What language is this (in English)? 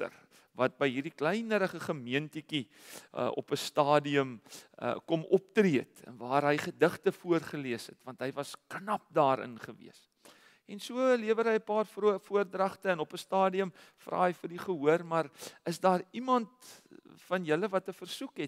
Afrikaans